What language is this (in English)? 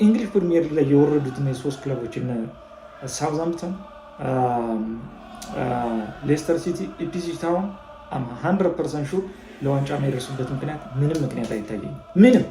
Amharic